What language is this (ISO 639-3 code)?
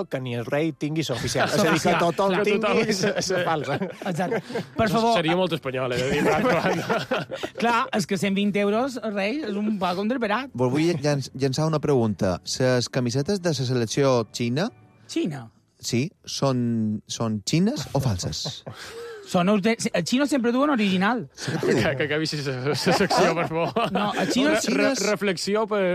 cat